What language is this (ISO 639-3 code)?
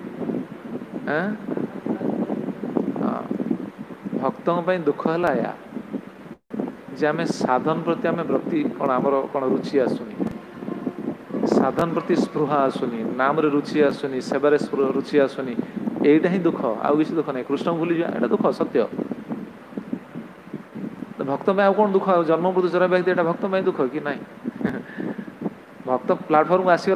ori